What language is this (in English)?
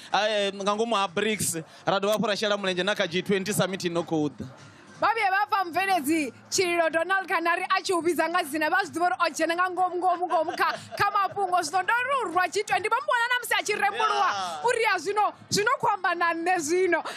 Venda